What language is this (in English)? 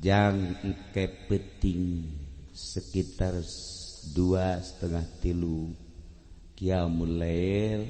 Sundanese